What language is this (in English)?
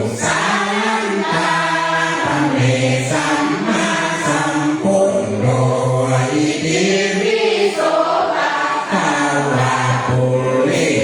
Pali